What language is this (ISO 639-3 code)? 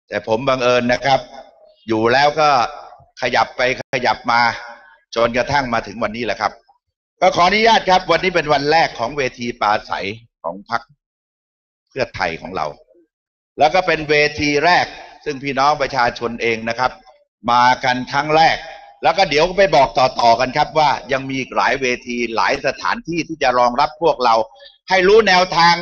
tha